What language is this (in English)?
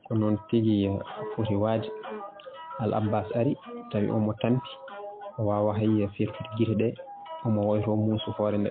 Fula